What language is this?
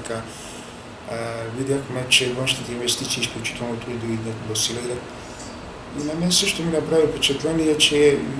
Bulgarian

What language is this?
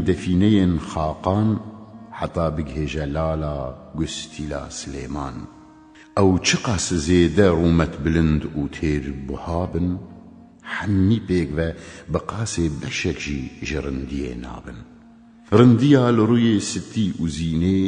Kurdish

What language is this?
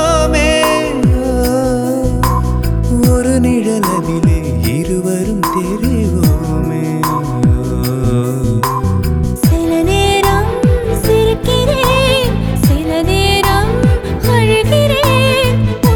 Tamil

